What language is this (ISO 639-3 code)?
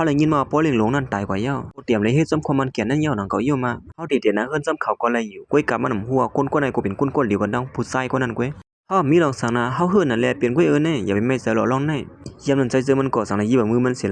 shn